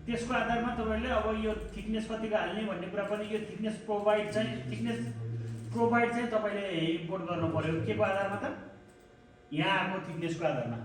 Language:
Nepali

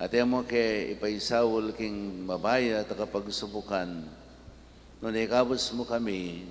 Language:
Pampanga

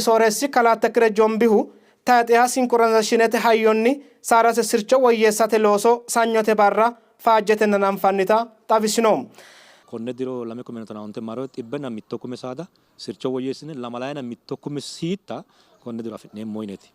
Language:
Sidamo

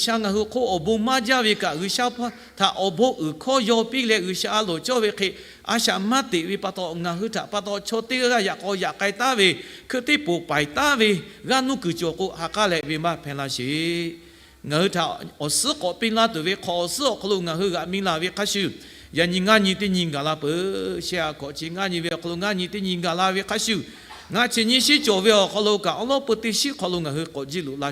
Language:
Lahu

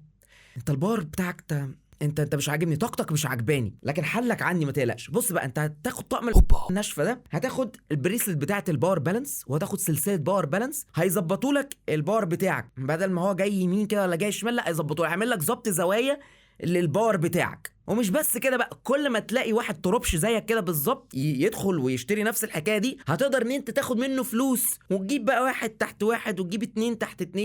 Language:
Egyptian Arabic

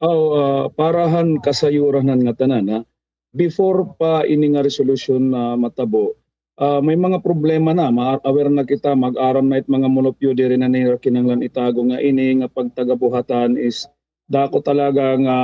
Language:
Waray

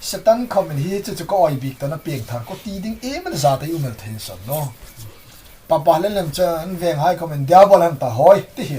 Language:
Hmar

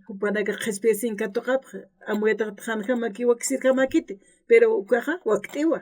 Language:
Aymara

